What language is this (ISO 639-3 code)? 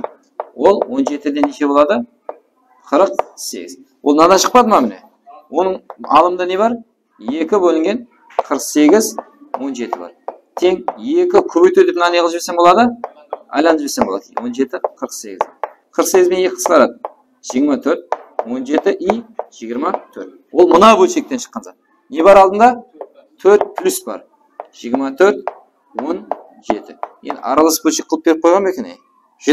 kaa